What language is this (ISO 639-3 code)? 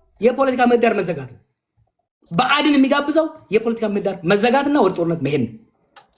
amh